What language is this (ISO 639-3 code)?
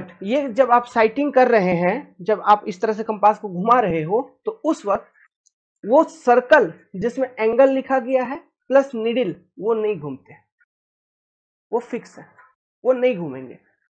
hin